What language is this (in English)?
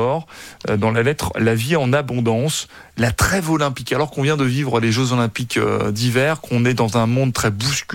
French